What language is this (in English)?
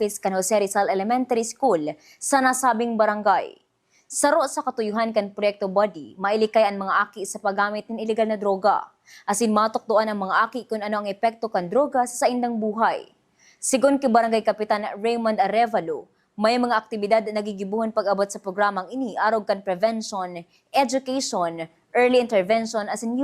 Bikol